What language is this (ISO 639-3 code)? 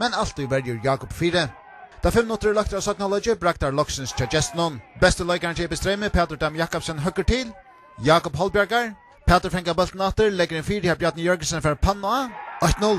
fao